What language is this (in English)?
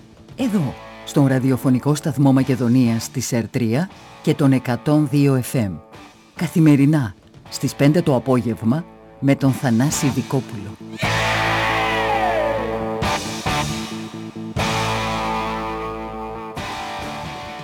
Greek